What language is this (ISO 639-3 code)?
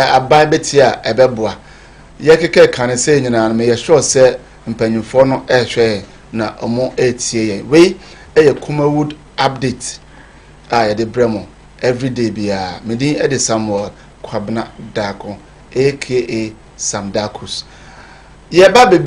aka